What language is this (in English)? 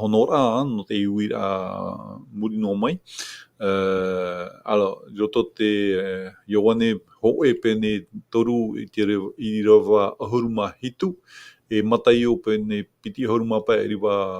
Tahitian